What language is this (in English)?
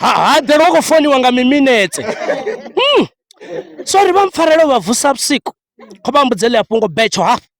Venda